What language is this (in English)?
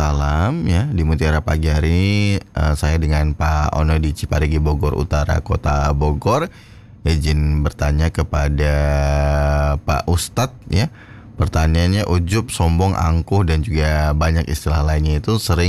Indonesian